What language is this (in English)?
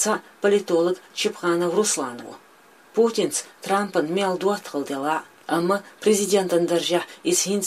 Chechen